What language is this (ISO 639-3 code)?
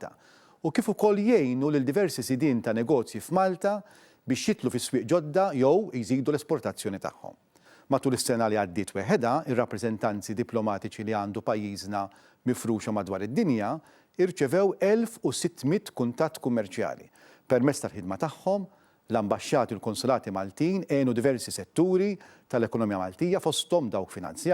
mlt